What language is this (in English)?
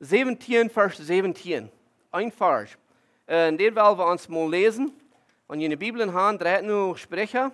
Plautdietsch